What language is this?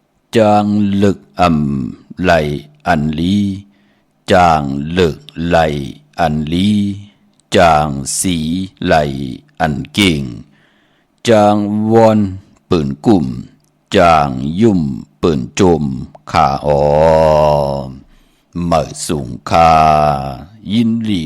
Shan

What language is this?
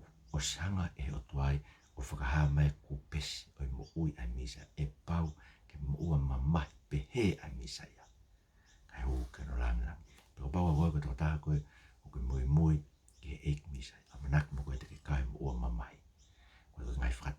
Tongan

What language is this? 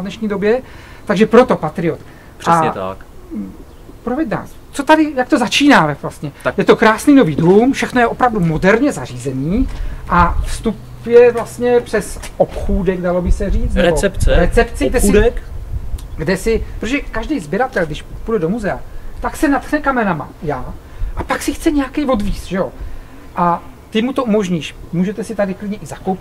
Czech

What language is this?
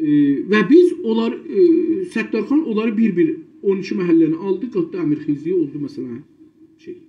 South Azerbaijani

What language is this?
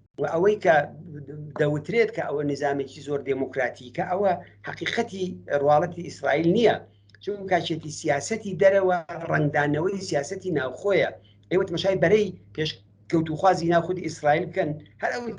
Central Kurdish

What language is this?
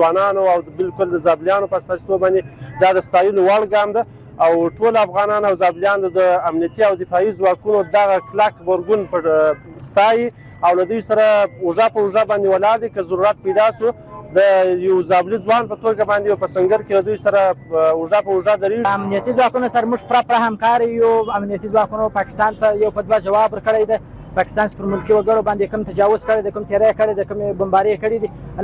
Pashto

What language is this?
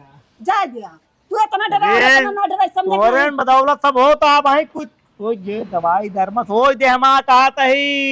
Awadhi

